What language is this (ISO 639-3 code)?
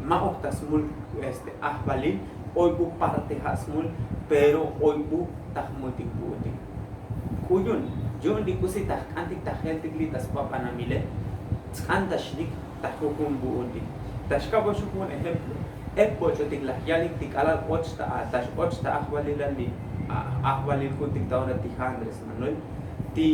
tzo